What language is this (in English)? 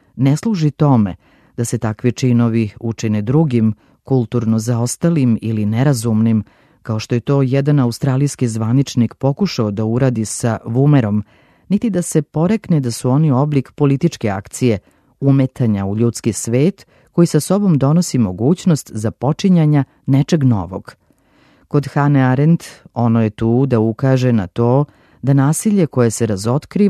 Serbian